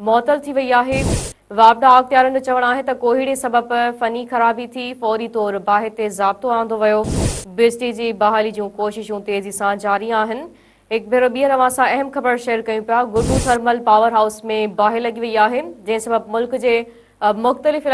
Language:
Sindhi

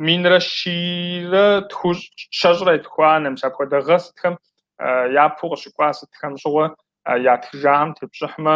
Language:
Kabardian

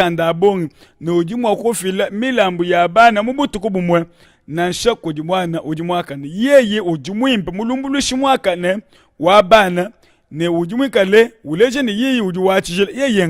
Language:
Luba-Lulua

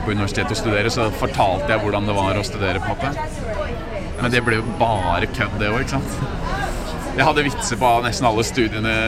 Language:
Norwegian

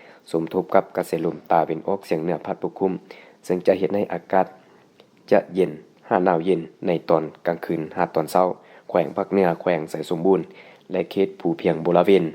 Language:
Lao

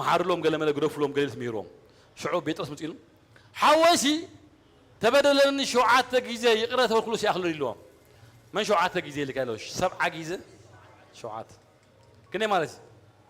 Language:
Tigrinya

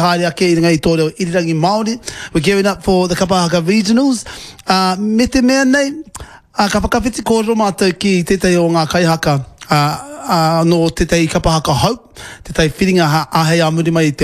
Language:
Māori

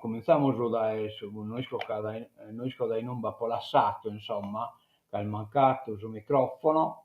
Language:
Sardinian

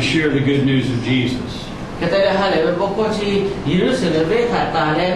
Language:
Lahu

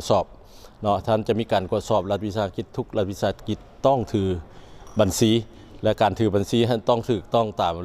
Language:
Lao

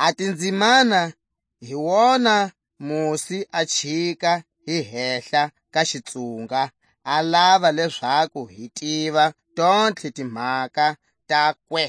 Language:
Tswa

